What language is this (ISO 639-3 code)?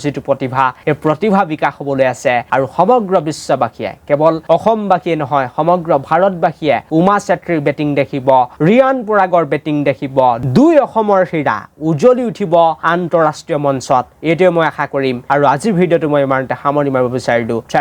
asm